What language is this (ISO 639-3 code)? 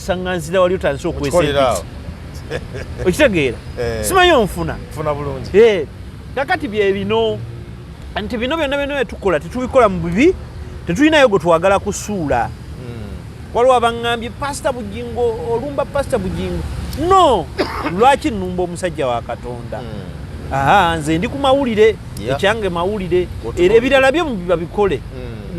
lug